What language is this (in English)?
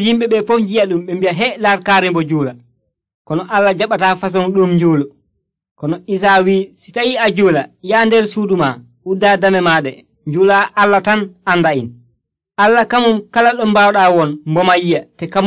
Nigerian Fulfulde